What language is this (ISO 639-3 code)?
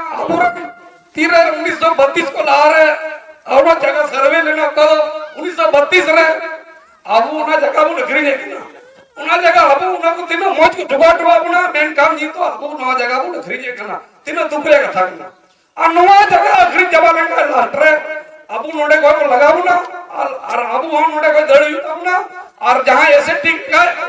sat